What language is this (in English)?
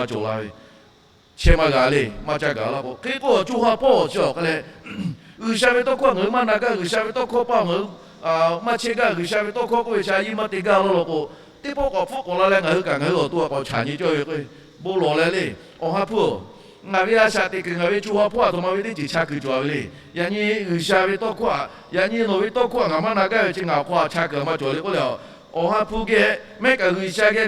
Lahu